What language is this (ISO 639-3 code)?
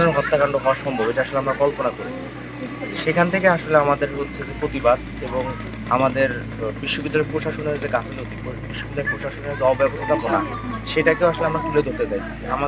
ben